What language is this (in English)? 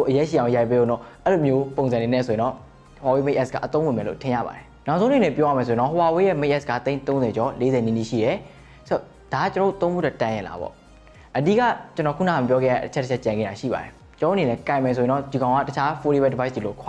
Burmese